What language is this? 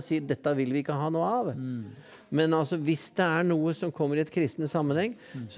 Norwegian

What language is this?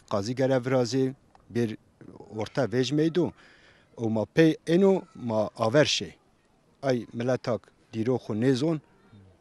Zaza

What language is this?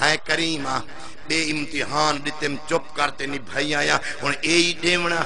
Saraiki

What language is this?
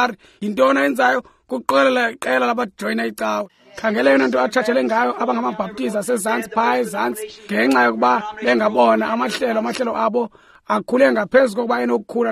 Xhosa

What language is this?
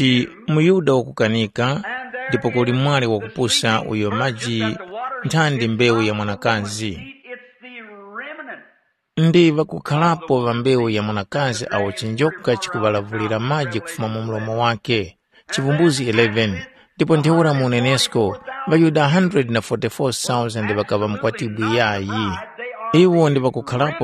Tumbuka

